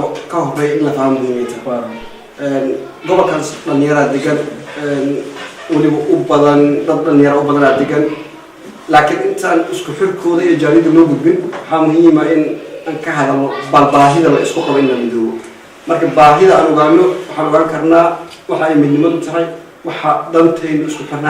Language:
Somali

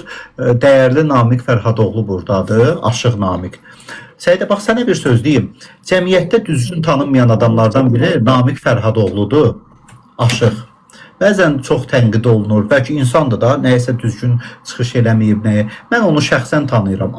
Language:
Azerbaijani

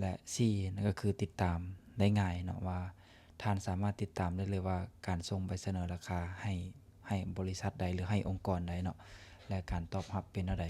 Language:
Lao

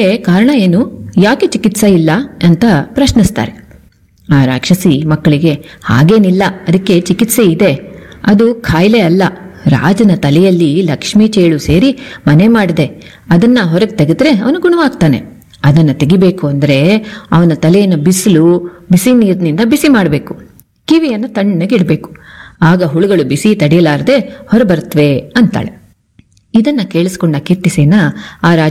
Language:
Kannada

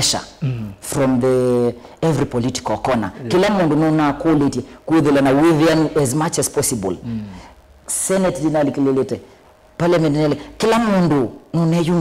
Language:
Kamba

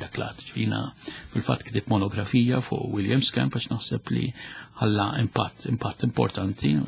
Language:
Maltese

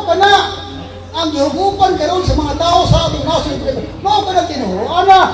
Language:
Cebuano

